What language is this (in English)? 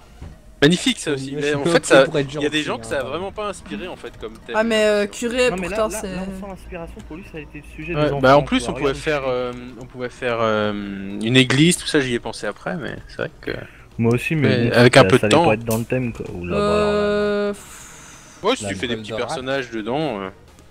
French